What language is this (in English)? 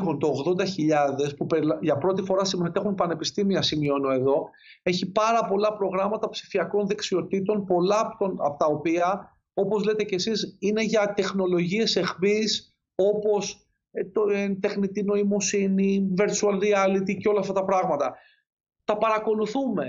Greek